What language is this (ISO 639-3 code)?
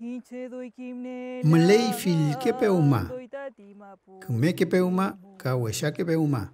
arn